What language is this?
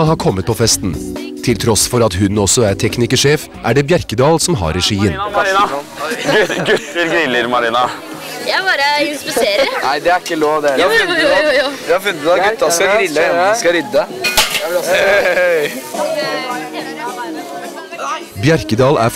Norwegian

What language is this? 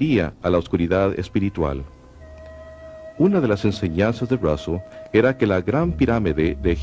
Spanish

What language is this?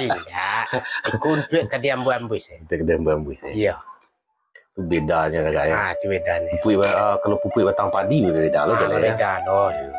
Minangkabau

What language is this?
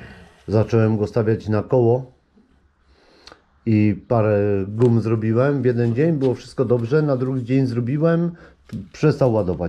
Polish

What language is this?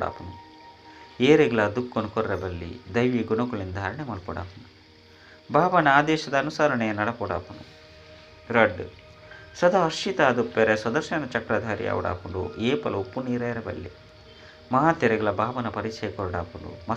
Tulu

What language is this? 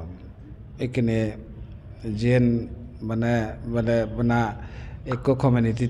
Chakma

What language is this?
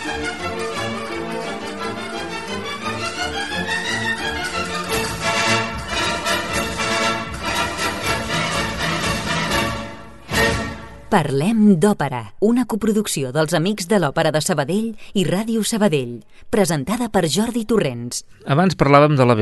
Catalan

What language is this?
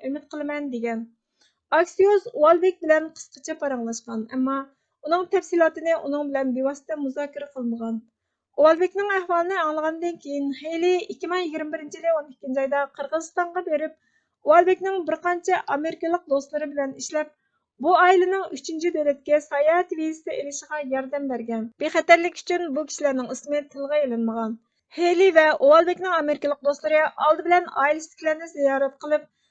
Uyghur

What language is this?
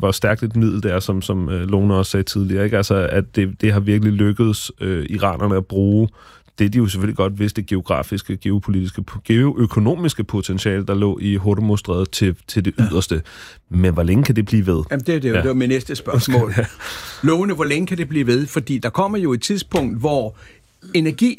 Danish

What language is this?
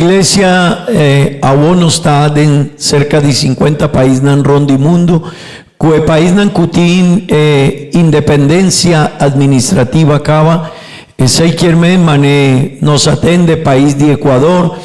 Papiamento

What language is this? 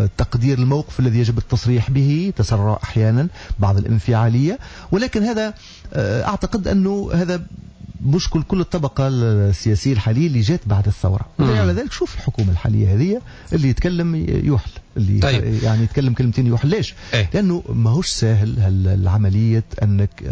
Tunisian Arabic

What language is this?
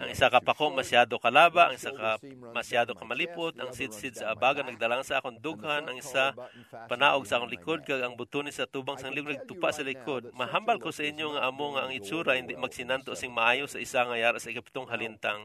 Hiligaynon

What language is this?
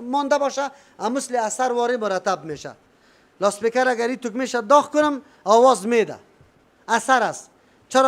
Persian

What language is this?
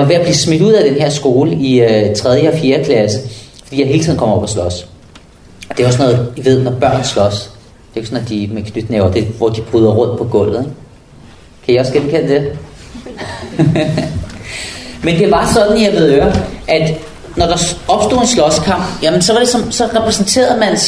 Danish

